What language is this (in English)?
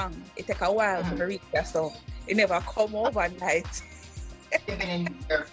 Jamaican Creole English